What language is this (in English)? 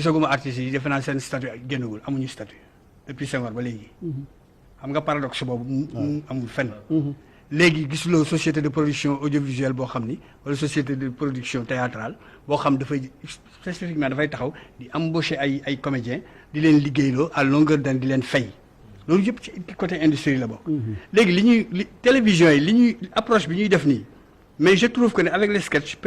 Wolof